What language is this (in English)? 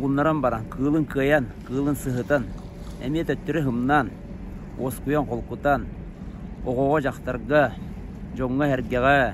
Yakut